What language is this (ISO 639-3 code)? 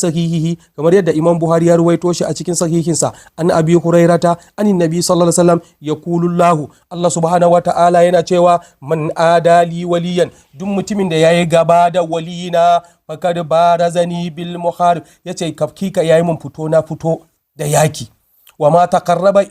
hau